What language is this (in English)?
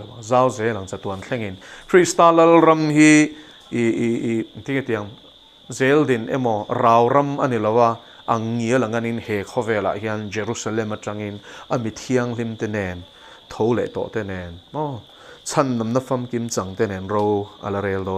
Mizo